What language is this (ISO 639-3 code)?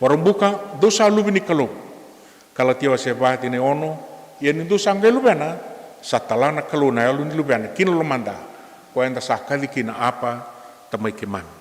fij